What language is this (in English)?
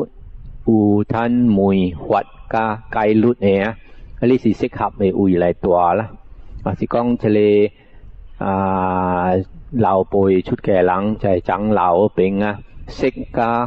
Min Nan Chinese